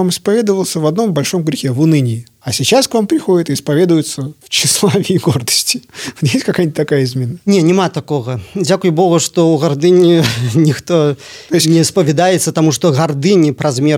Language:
Belarusian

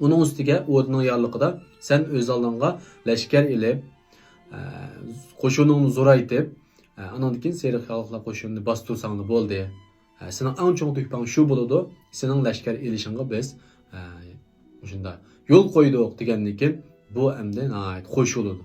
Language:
Uyghur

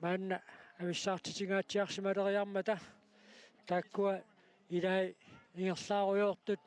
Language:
Kalaallisut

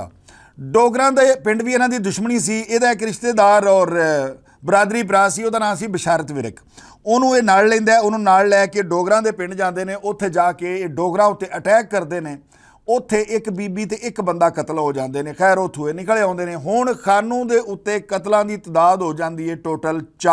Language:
Western Panjabi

